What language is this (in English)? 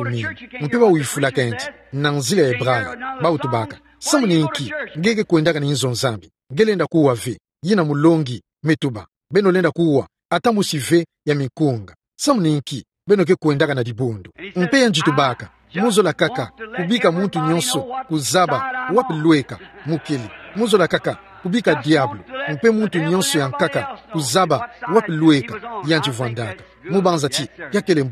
Kituba (Democratic Republic of Congo)